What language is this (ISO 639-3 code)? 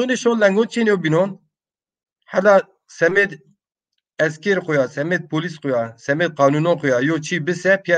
zza